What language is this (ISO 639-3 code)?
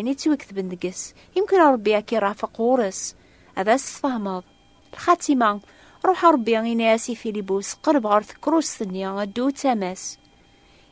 kab